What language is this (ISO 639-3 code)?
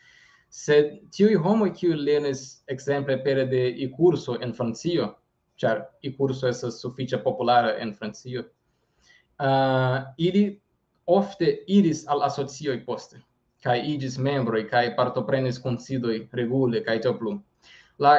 epo